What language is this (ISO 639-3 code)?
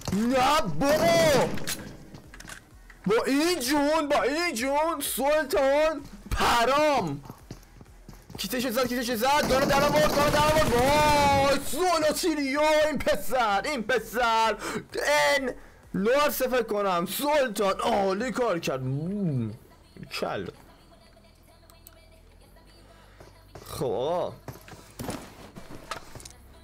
fas